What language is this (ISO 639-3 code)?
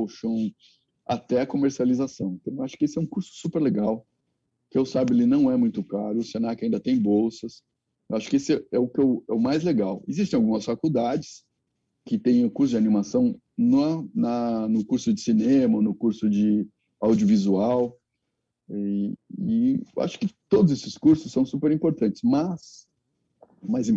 por